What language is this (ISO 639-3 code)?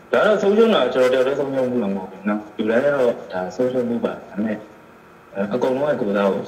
mya